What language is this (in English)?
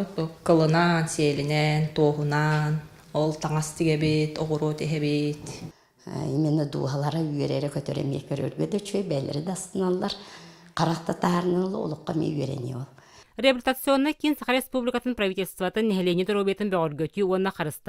Yakut